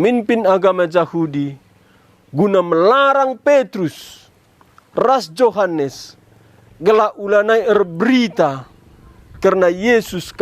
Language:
Batak Karo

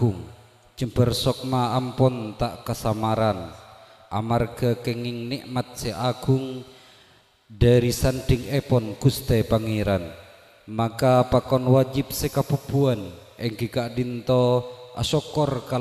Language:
Madurese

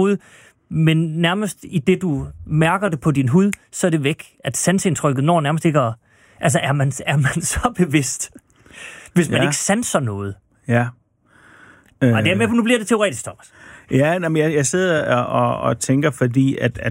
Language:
Danish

